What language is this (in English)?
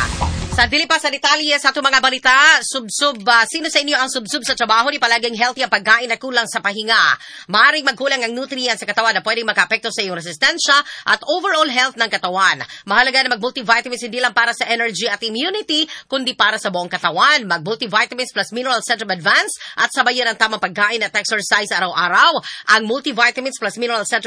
Filipino